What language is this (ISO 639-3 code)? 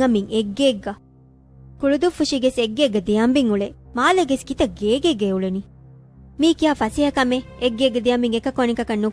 div